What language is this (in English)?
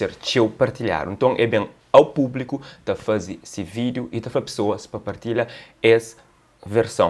Kabuverdianu